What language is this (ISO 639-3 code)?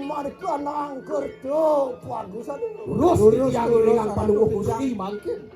ban